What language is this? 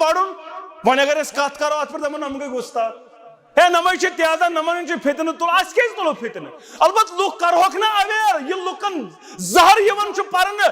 Kashmiri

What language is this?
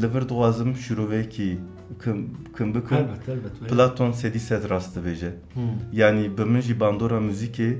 Kurdish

